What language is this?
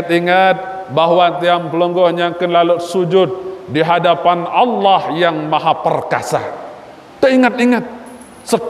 Sasak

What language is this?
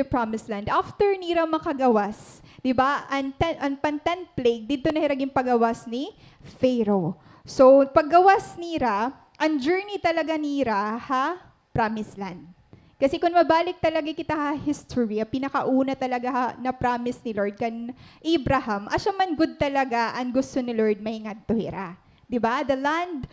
Waray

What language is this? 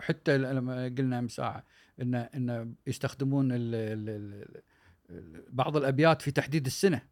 Gulf Arabic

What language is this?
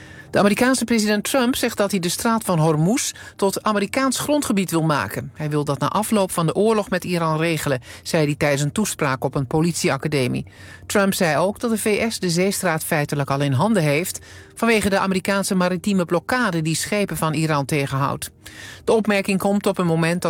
Dutch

